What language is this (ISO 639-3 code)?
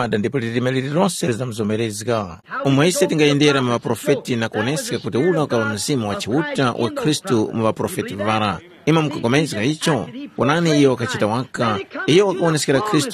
tum